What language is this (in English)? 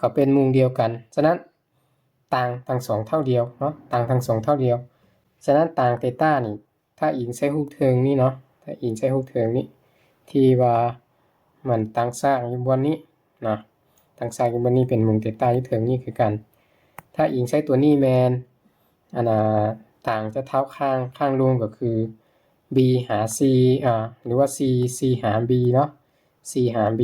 Lao